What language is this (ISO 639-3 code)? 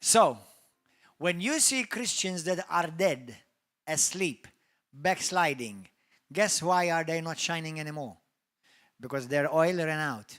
eng